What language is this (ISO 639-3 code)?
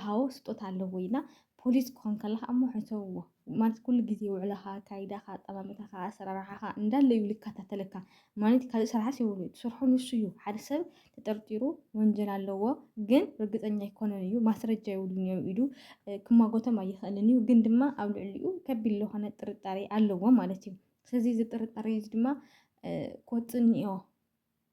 tir